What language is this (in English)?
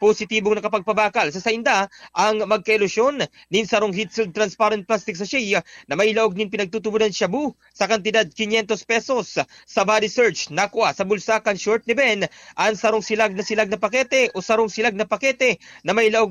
Bikol